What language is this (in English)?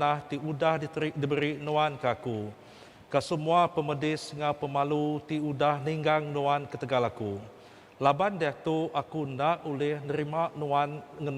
Iban